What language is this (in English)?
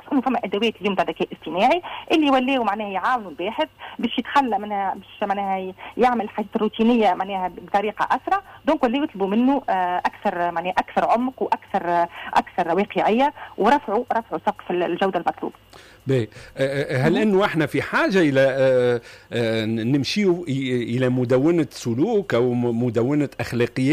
Tunisian Arabic